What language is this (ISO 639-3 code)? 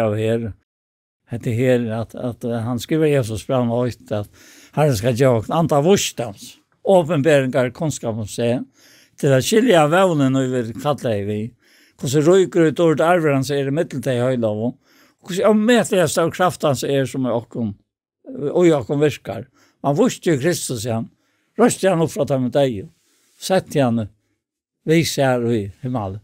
fao